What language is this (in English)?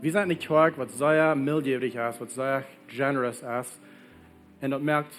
Plautdietsch